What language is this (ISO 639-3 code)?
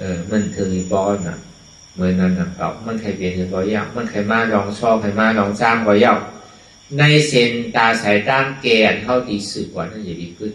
shn